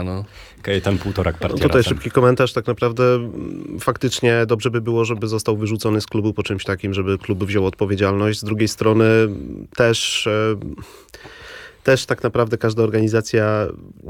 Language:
Polish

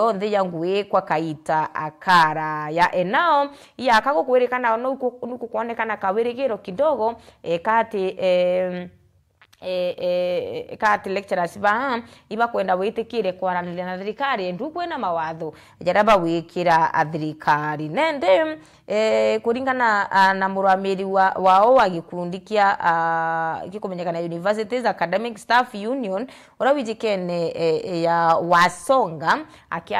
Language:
Meru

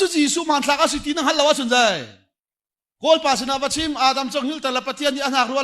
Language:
Hakha Chin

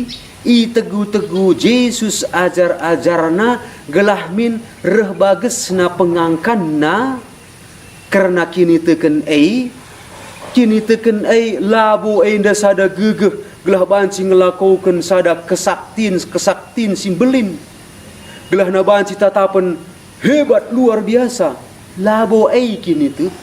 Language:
Batak Karo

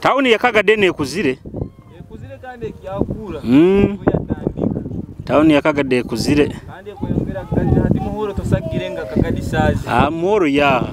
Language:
Nyoro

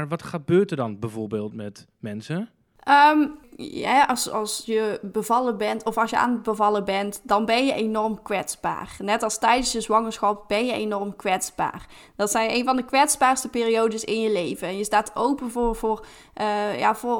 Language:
Dutch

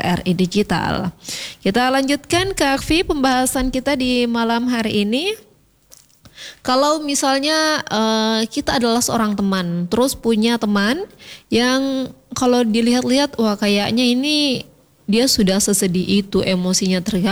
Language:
Indonesian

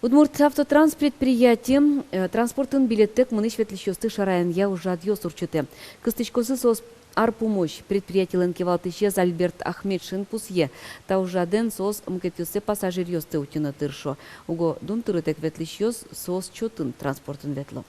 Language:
Udmurt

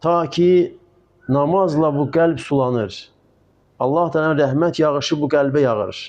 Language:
Azerbaijani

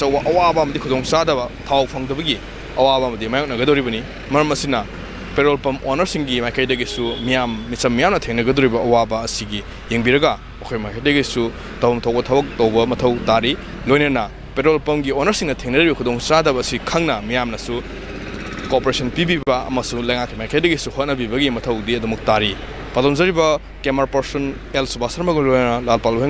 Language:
Manipuri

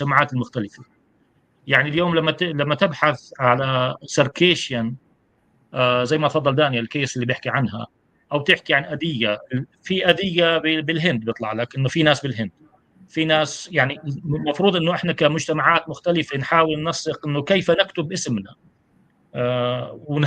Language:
North Levantine Arabic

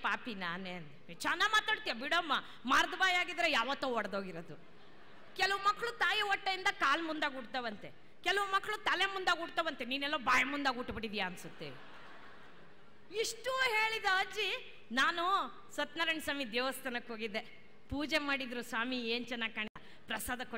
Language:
Kannada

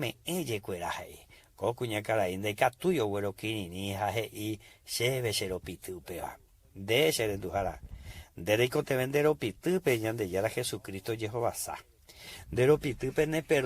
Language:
Guarani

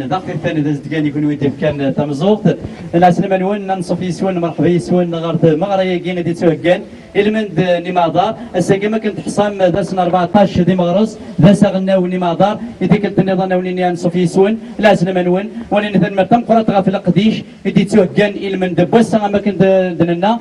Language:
Kabyle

